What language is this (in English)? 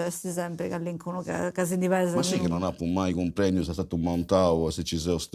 Sardinian